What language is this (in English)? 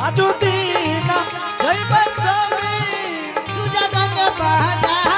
Angika